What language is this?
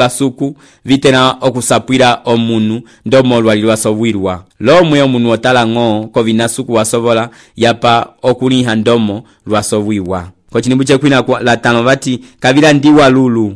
Umbundu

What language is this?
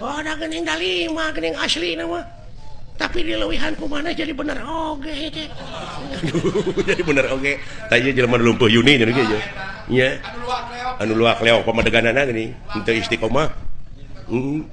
Sundanese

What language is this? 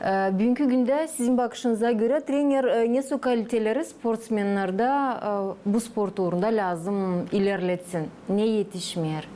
Gagauz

